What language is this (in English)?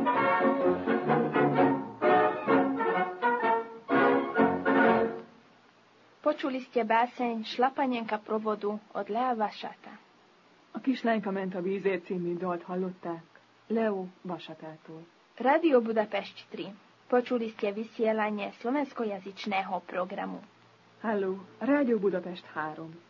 Slovak